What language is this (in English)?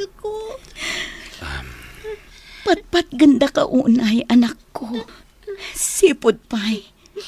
Iloko